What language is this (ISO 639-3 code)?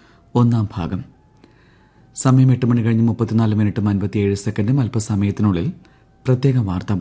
mal